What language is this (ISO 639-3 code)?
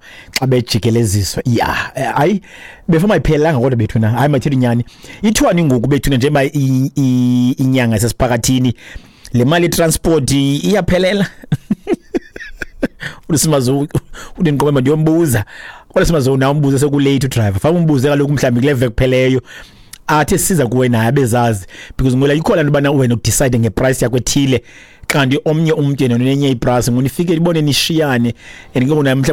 xho